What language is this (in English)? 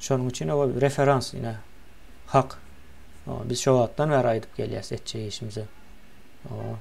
Turkmen